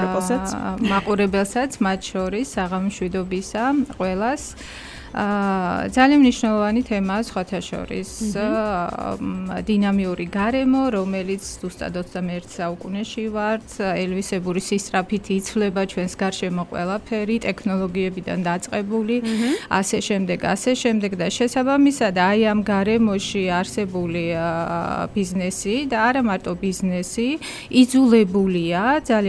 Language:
Georgian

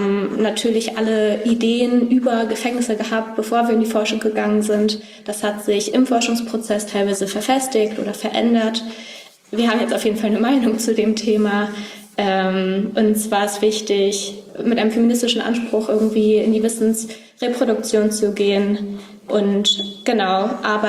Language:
German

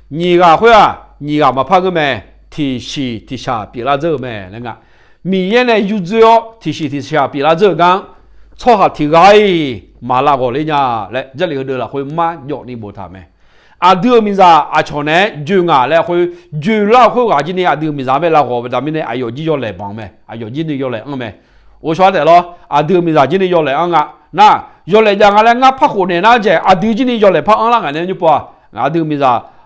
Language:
Akha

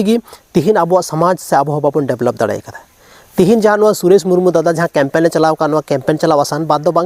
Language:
Santali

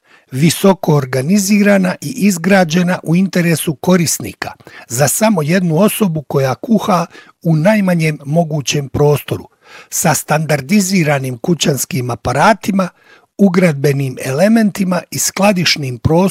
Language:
Bosnian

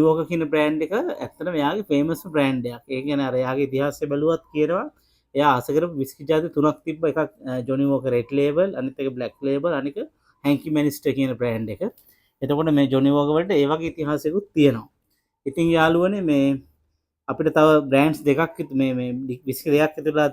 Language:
Sinhala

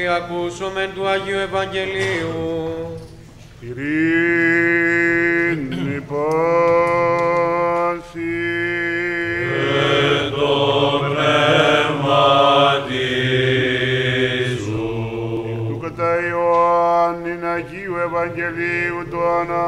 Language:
Greek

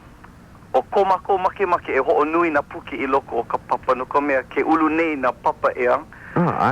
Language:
Hawaiian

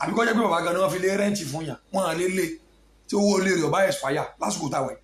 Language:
Yoruba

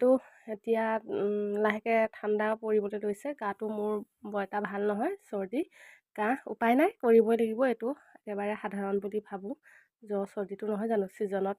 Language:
Assamese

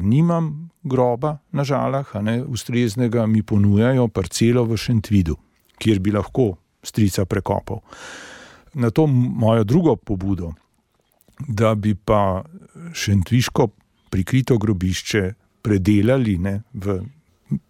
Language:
Slovenian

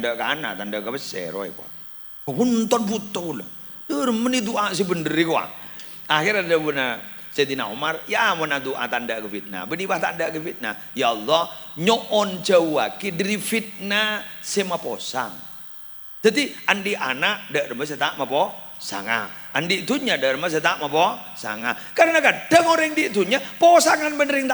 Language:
Madurese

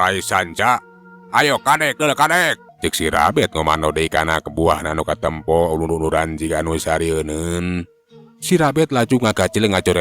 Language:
Sundanese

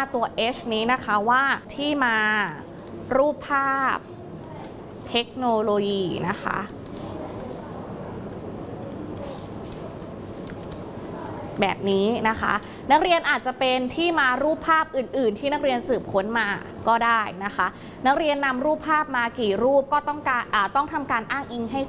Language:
Thai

